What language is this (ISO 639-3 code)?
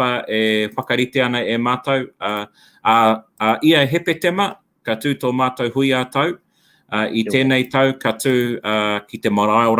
mri